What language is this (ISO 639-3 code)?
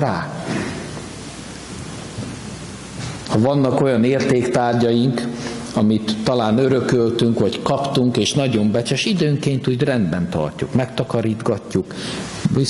hun